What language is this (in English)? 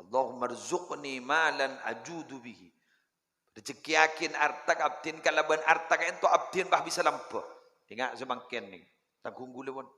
Madurese